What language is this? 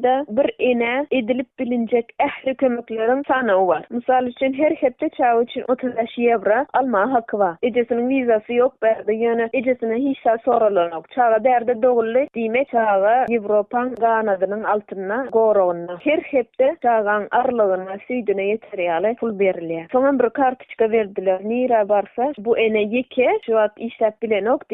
Turkmen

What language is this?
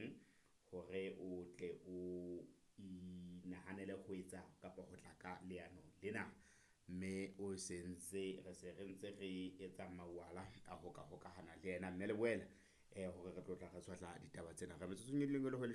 Southern Sotho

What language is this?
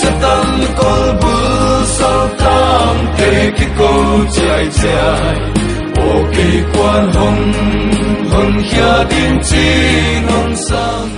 Paite Chin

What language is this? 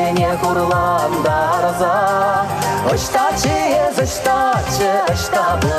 Chuvash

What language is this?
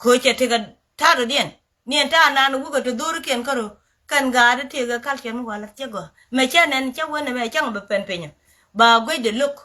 Nuer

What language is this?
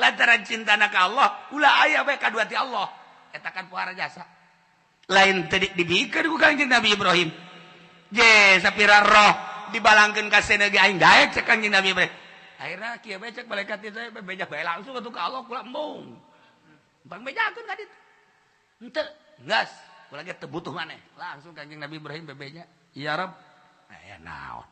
Sundanese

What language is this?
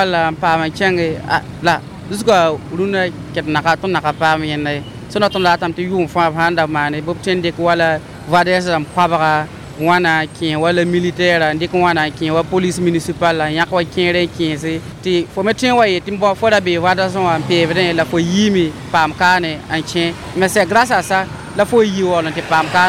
Mossi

